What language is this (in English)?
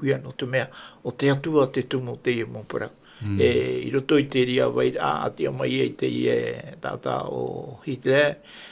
Tahitian